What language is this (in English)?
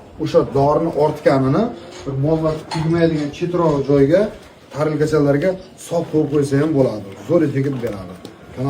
Uzbek